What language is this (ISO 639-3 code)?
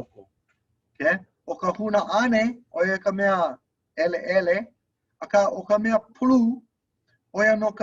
haw